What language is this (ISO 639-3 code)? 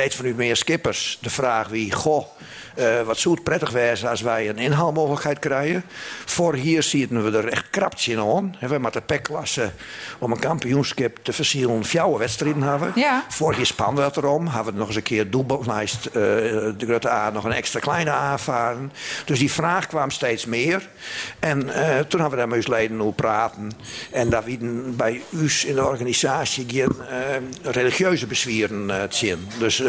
fry